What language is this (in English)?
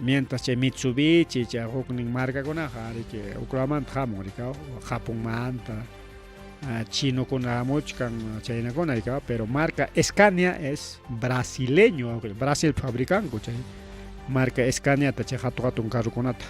Ayacucho Quechua